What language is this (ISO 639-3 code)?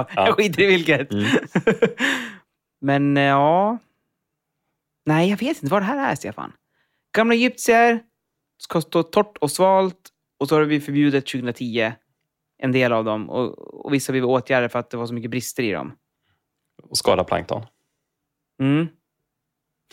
swe